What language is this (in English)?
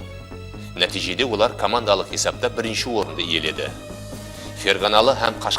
Kara-Kalpak